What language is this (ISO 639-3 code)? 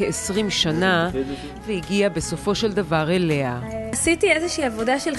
heb